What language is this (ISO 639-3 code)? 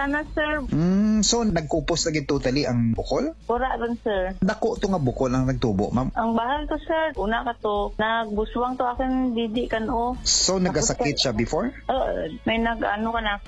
hil